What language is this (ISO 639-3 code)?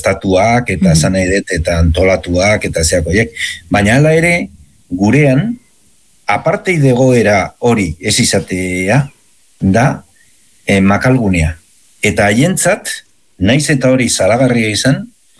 eus